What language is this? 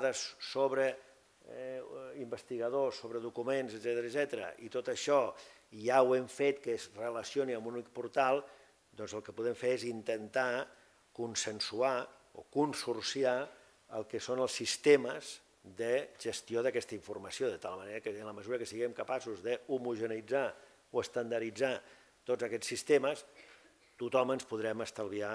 Catalan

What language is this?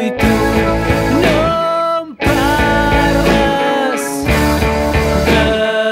Catalan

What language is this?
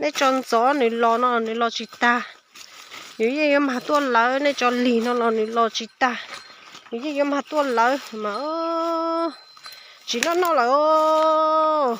Hmong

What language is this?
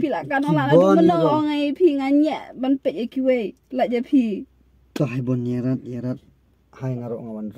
Khasi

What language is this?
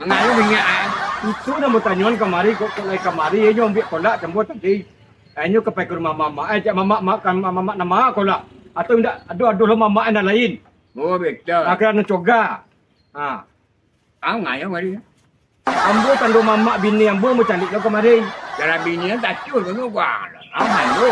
Minangkabau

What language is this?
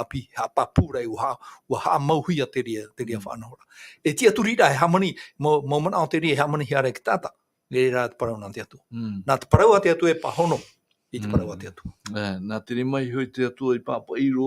Tahitian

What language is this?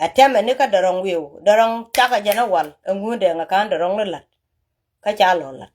Nuer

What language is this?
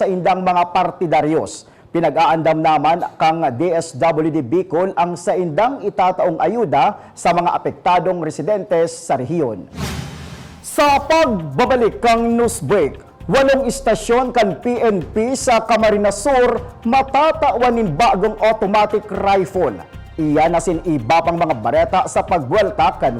Bikol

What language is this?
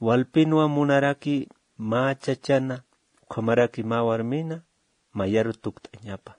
Aymara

